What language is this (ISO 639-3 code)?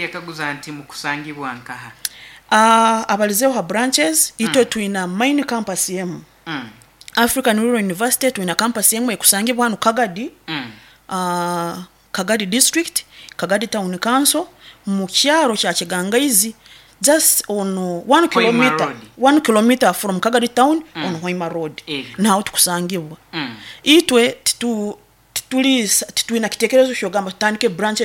nyo